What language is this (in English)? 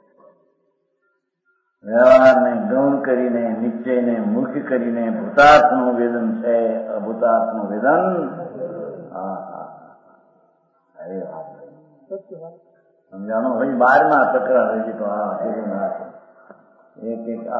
Gujarati